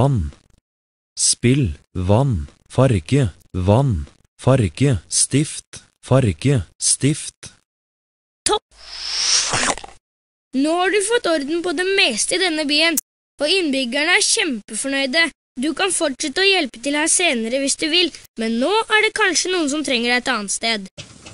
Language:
Norwegian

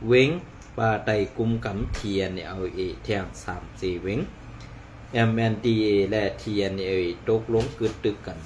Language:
Shan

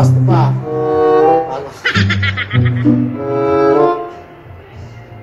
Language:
Filipino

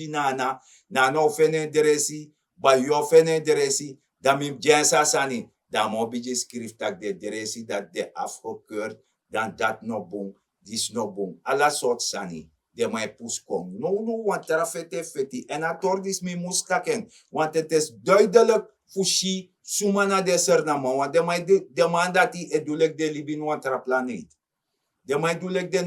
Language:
Sranan Tongo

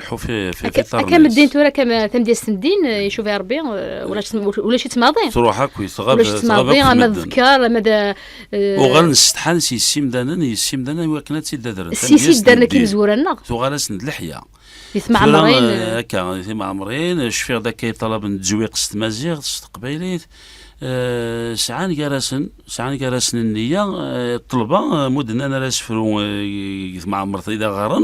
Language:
Kabyle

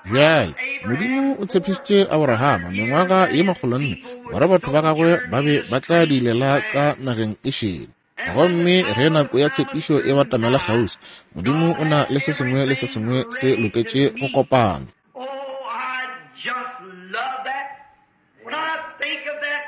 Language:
Northern Sotho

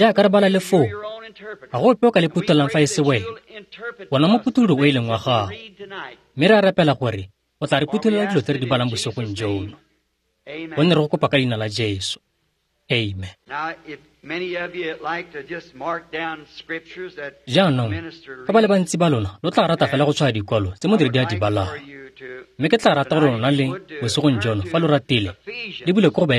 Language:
Tswana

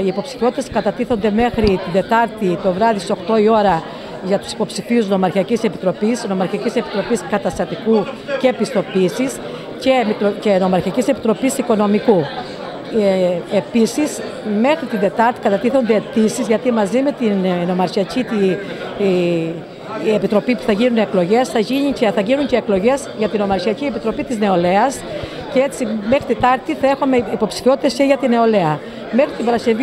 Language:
Greek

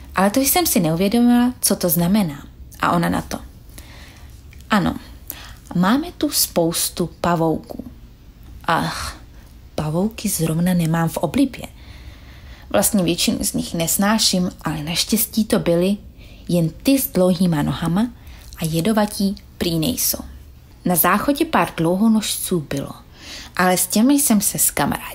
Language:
Czech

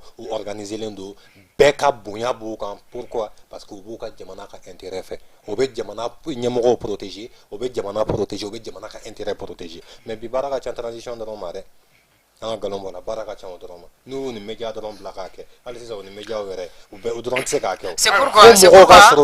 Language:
Bambara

